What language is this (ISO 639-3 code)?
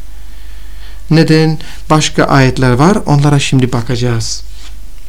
tur